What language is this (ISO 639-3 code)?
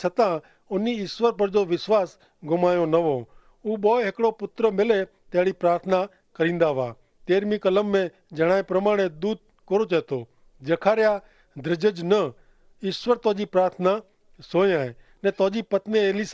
kfr